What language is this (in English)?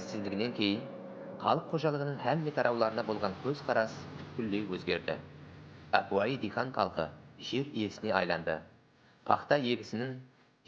Kara-Kalpak